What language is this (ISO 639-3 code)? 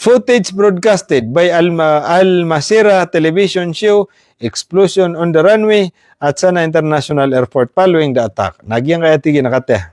mrw